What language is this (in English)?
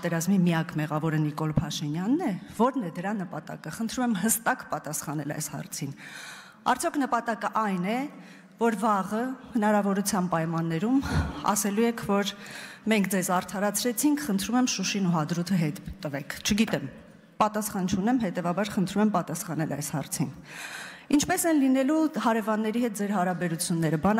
Armenian